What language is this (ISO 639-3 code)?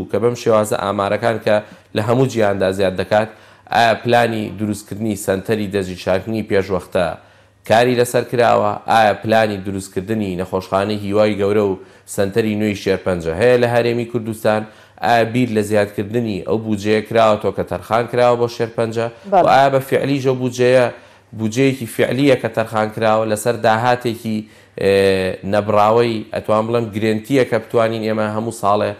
ckb